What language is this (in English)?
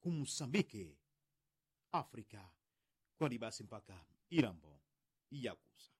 Yao